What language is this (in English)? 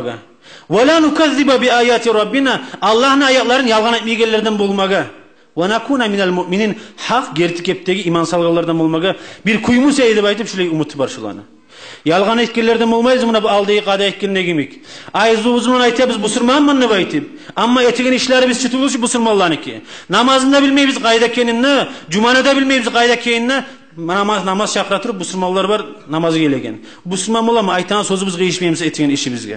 Kumyk